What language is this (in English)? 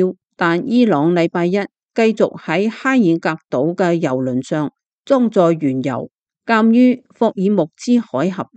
Cantonese